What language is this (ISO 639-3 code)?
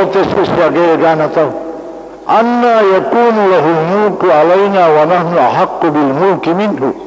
bug